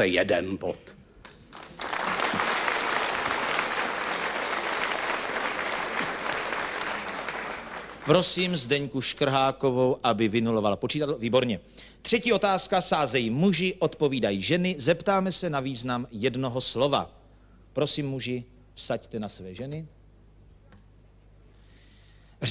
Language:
Czech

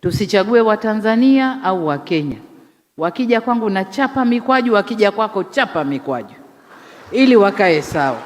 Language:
Swahili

